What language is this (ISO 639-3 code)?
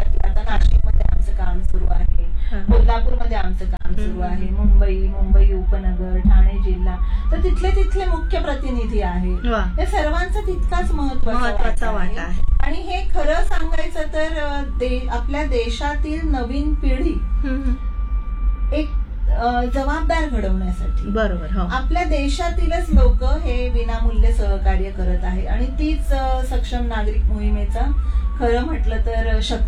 mar